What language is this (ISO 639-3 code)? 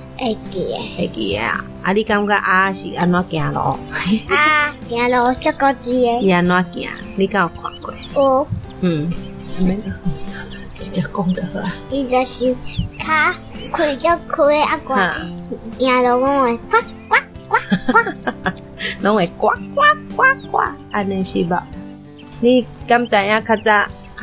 nan